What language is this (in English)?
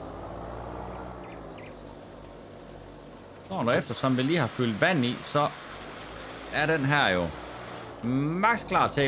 Danish